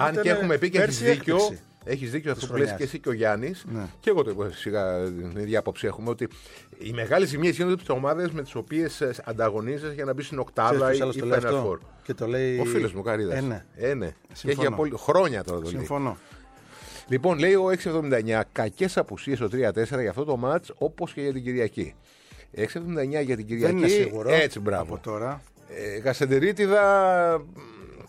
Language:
Greek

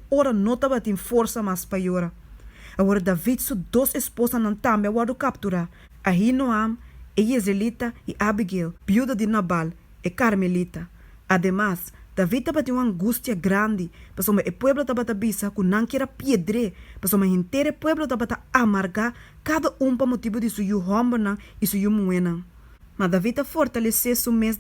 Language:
Papiamento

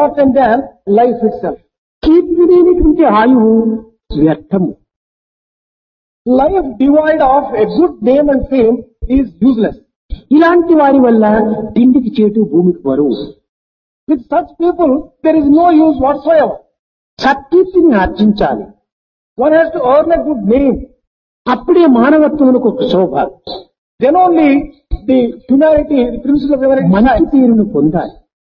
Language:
Telugu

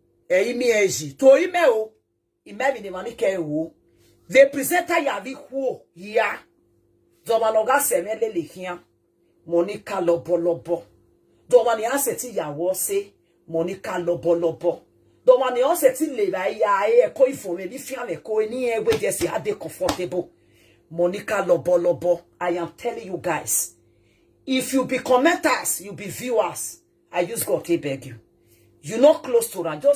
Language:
Nigerian Pidgin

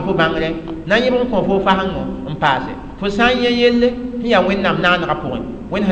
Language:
Mossi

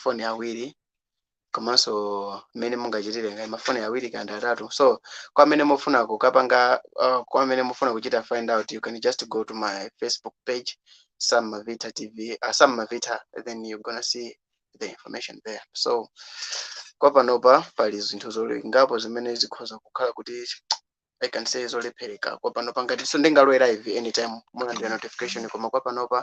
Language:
Nyanja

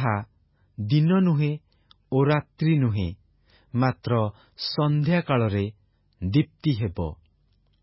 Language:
Odia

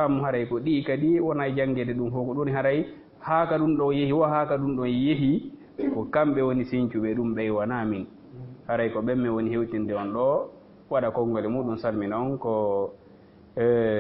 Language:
Fula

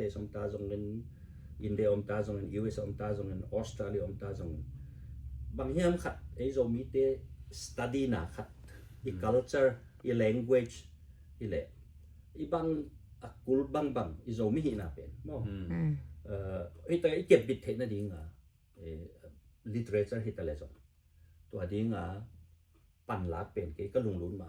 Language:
Tedim Chin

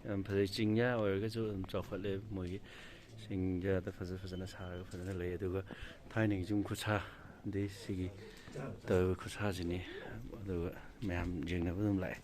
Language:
Manipuri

